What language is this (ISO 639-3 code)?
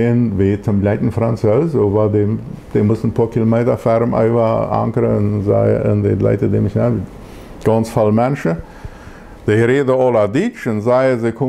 pdt